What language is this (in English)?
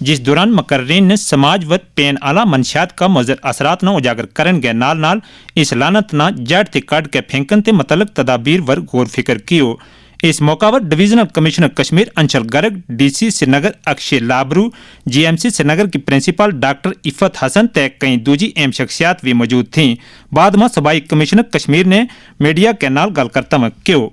Gujari